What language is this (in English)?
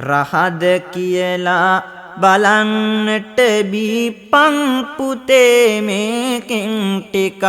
Sinhala